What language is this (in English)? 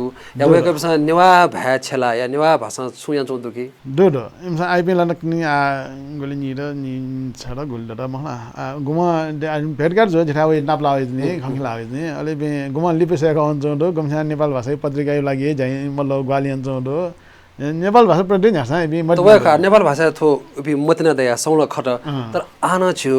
Newari